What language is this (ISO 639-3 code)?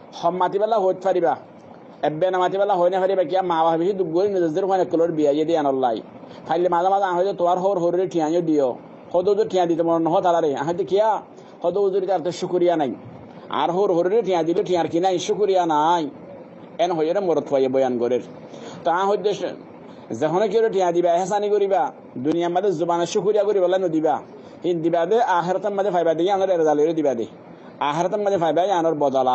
rhg